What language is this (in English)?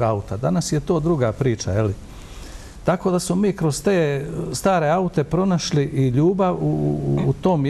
Bosnian